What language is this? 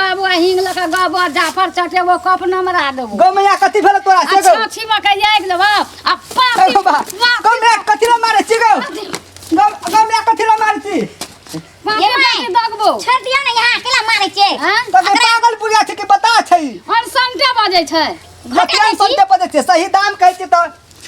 Maithili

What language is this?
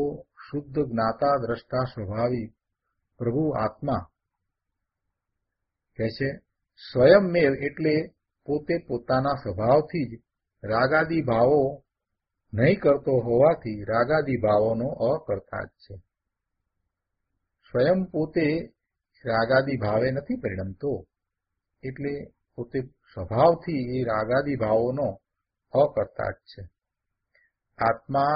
Gujarati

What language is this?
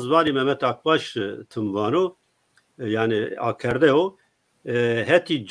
Zaza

